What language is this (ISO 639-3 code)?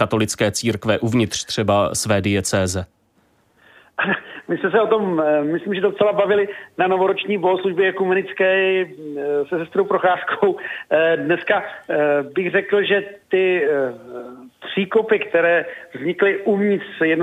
ces